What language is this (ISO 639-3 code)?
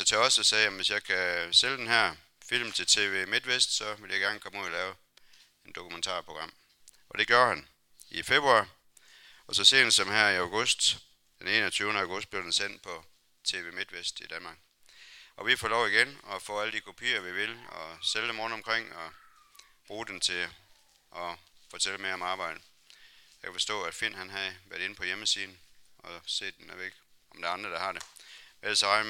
dan